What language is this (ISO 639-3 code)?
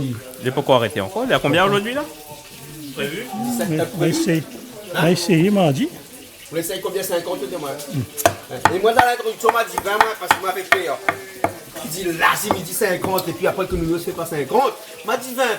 rcf